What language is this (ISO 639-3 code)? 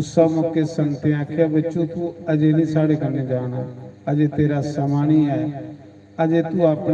doi